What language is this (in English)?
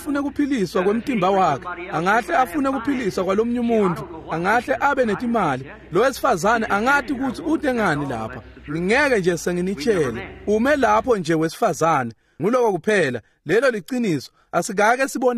Swati